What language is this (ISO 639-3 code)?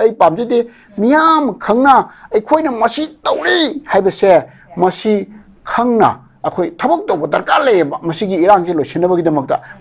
mni